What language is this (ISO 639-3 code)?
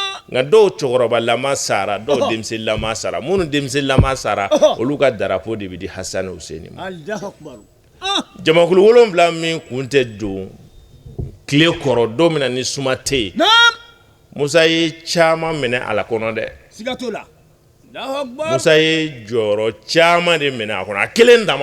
bam